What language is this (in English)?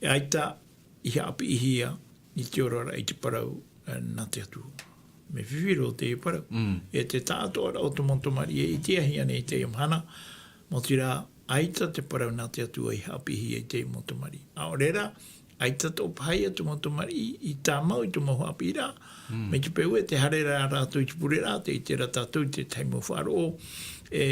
Tahitian